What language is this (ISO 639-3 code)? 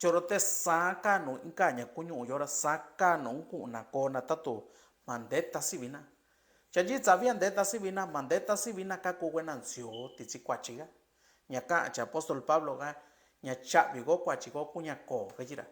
mix